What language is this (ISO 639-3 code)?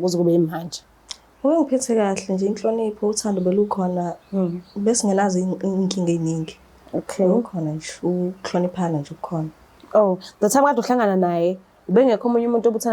zul